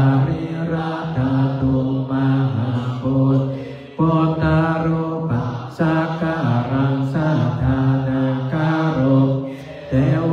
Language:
Pali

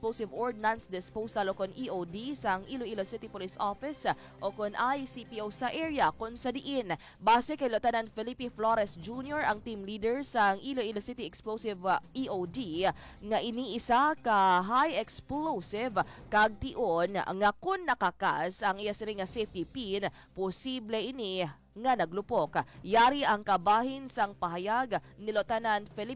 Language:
Hiligaynon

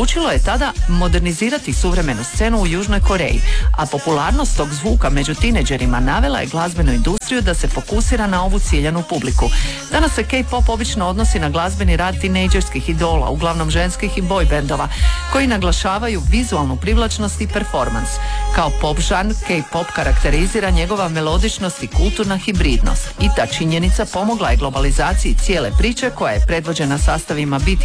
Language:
Croatian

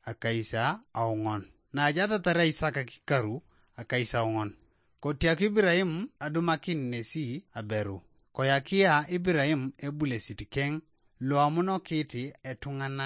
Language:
Teso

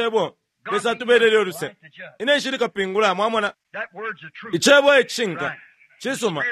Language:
Bemba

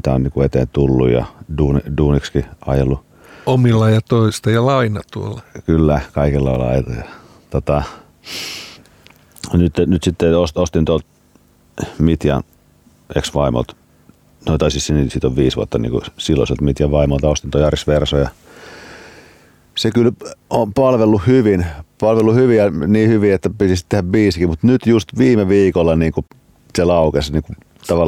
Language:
Finnish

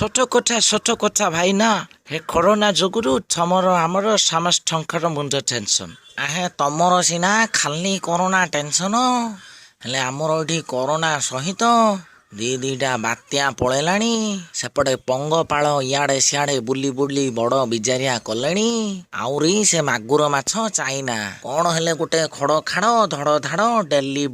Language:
Odia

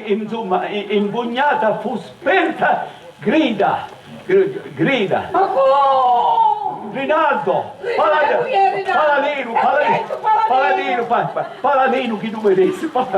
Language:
Sicilian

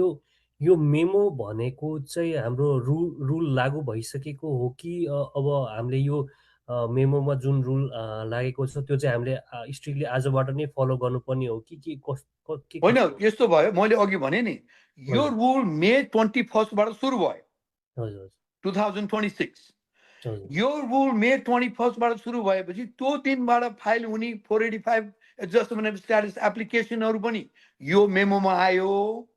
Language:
Nepali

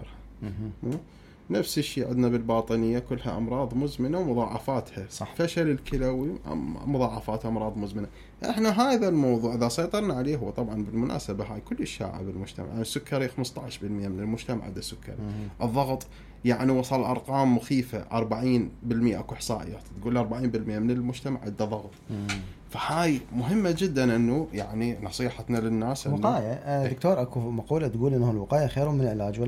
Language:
Mesopotamian Arabic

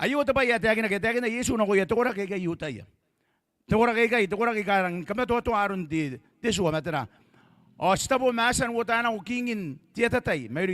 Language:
Gilbertese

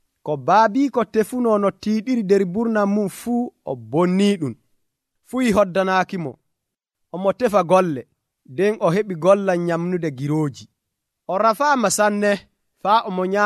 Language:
Nigerian Fulfulde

